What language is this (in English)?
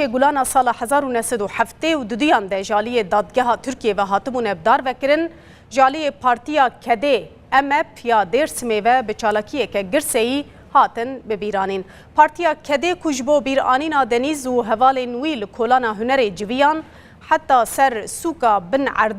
Kurdish